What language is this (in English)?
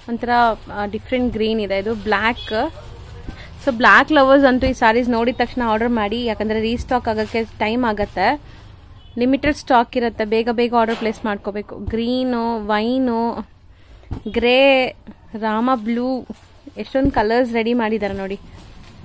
Kannada